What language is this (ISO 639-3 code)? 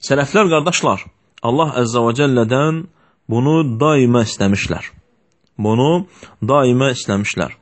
aze